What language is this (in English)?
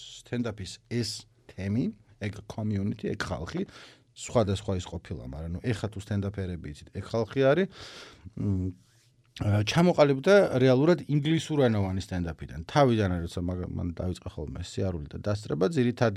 Georgian